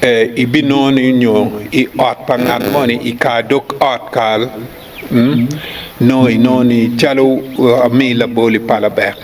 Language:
Acoli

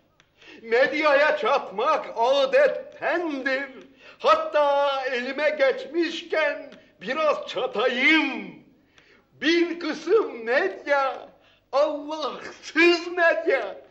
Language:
Turkish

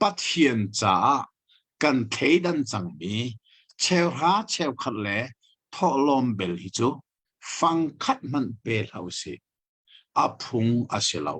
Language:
Hakha Chin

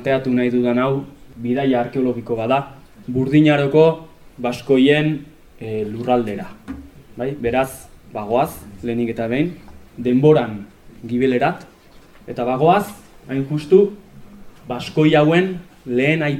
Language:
Basque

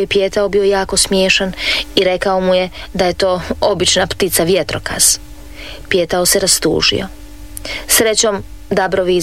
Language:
Croatian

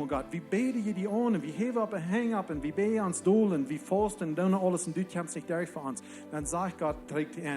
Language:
Plautdietsch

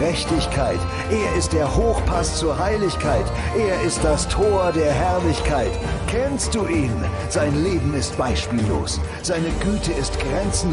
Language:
Swiss German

